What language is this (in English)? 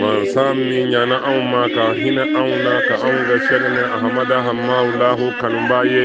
Bambara